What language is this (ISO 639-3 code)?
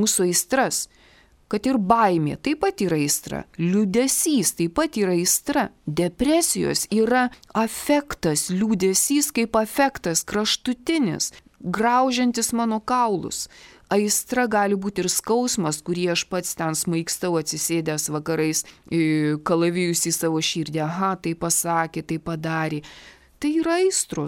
lit